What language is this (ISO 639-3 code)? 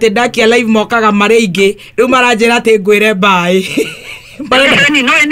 kik